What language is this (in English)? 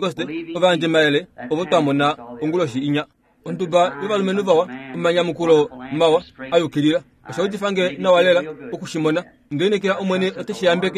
Kuanyama